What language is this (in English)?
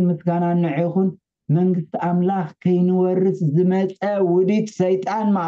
Tigrinya